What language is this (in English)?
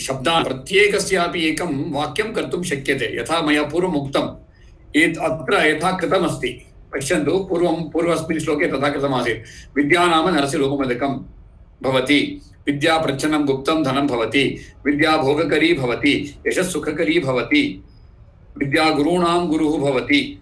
Sanskrit